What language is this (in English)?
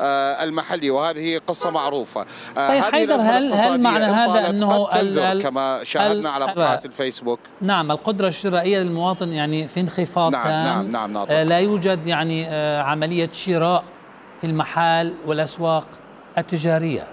Mesopotamian Arabic